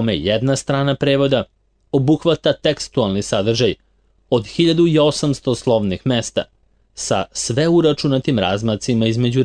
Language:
Serbian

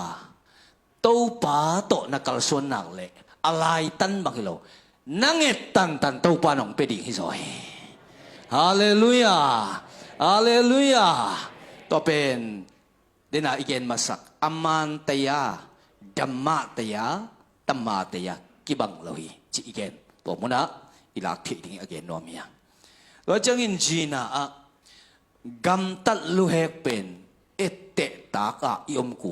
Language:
Tedim Chin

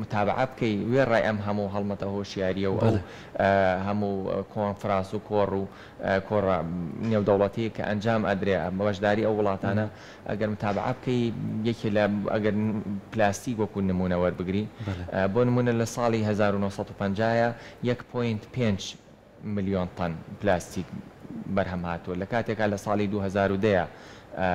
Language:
Central Kurdish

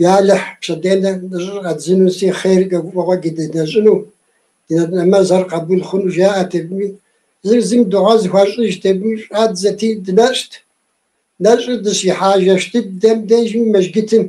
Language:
Kabardian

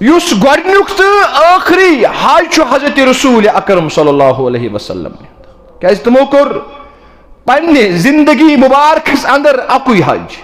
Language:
Kashmiri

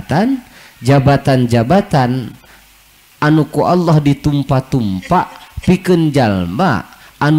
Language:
Sundanese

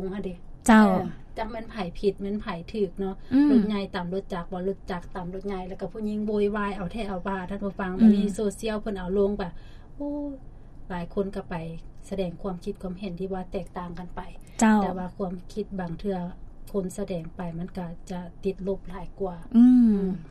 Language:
Lao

